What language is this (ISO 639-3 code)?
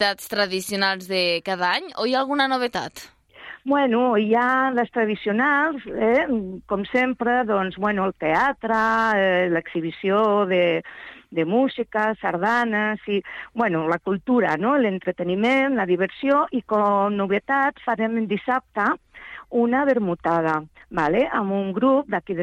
cat